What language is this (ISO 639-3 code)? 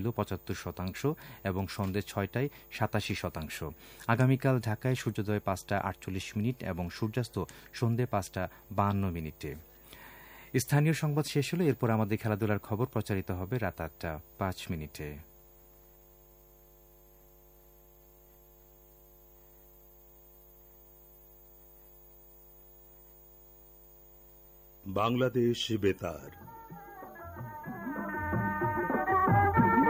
ben